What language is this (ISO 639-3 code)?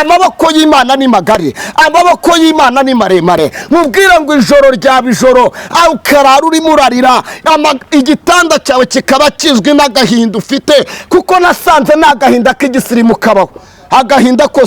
kin